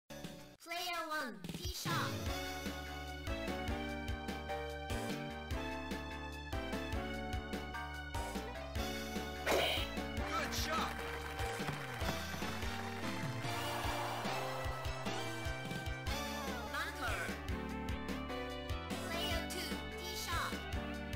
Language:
English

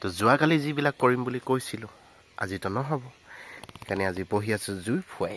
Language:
Assamese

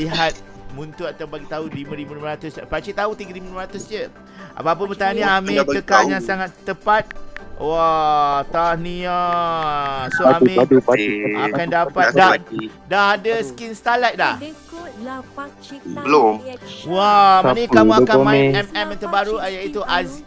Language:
Malay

